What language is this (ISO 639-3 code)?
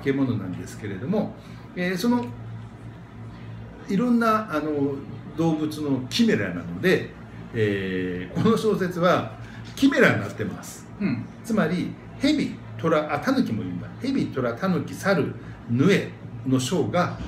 jpn